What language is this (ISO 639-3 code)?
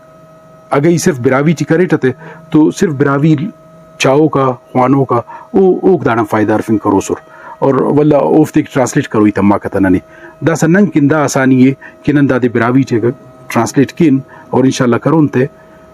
brh